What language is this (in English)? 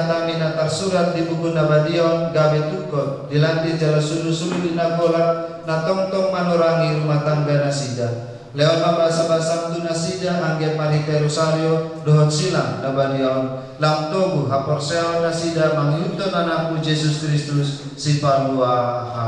Batak Toba